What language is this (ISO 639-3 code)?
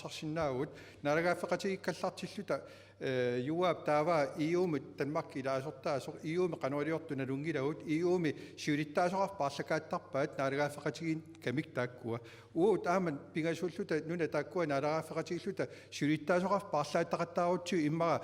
kal